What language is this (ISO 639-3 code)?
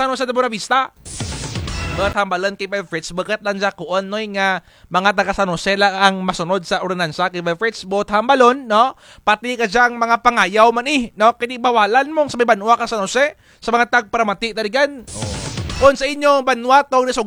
krj